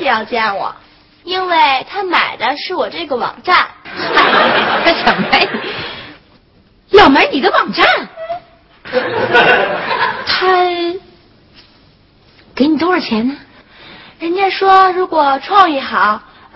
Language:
Chinese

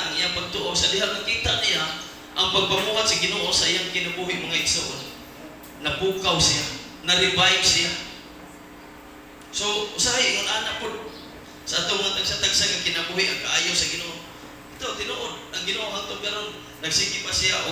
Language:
Cebuano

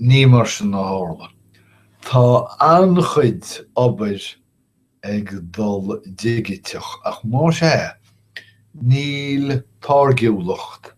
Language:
Irish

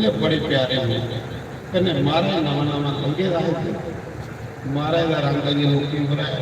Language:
Dogri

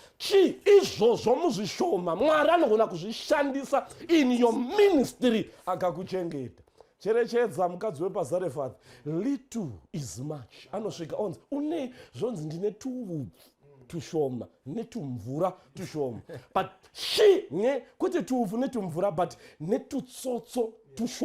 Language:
Shona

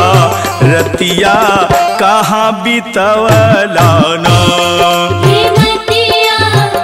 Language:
Bhojpuri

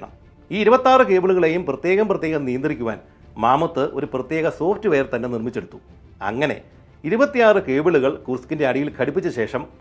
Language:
Malayalam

